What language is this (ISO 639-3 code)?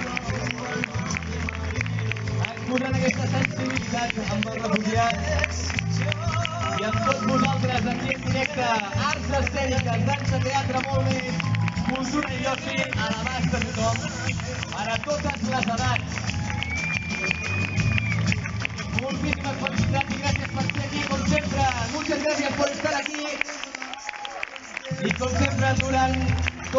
cat